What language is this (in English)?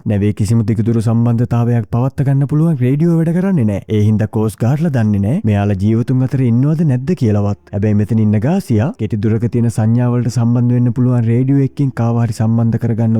Sinhala